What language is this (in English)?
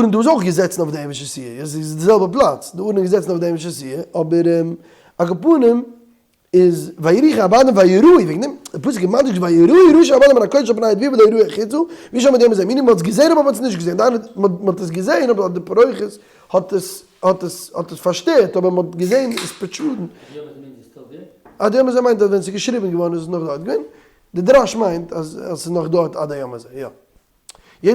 Yiddish